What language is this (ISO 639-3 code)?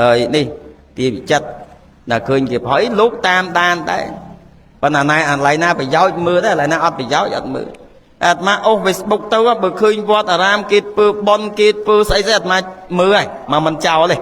khm